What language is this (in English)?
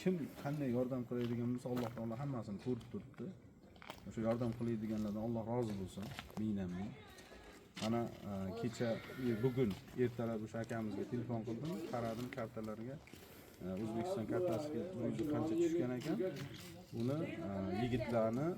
Uzbek